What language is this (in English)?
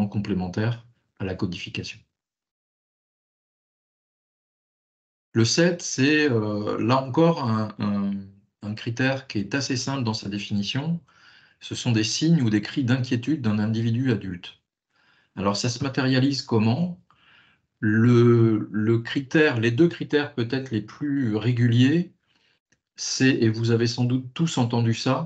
French